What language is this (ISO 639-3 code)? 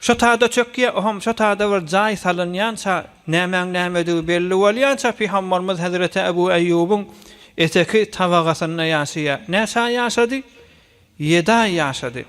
tuk